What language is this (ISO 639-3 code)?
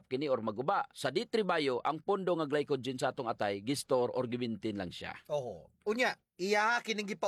ceb